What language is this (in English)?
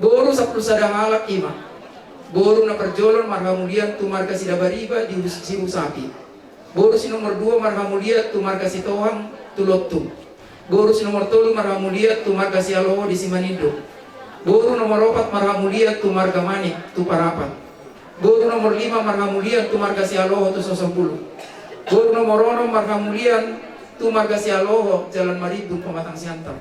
Batak Toba